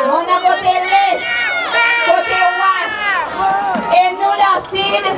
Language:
Seselwa Creole French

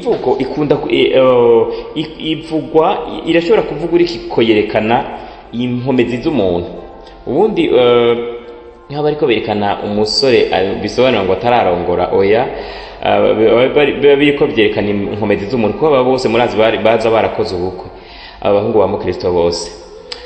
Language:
Rundi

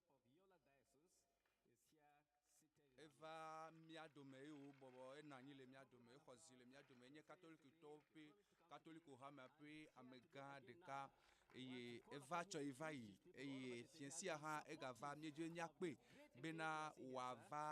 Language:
Ewe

